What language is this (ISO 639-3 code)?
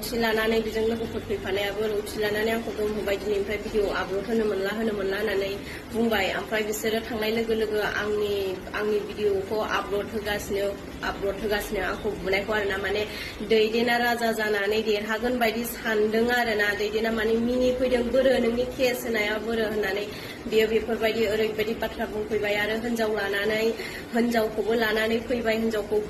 brx